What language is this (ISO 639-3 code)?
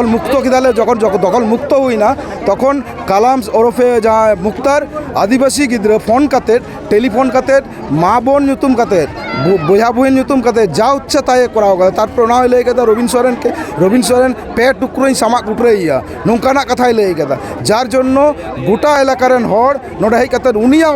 sat